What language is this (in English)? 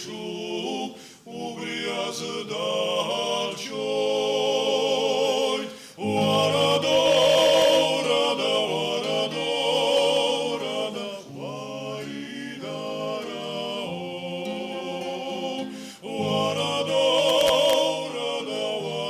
Abkhazian